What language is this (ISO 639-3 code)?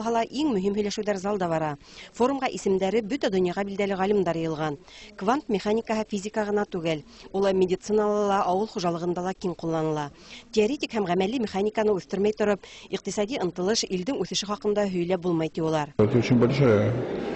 bak